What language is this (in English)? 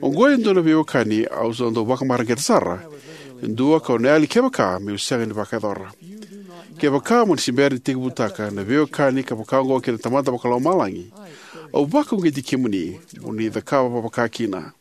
Fijian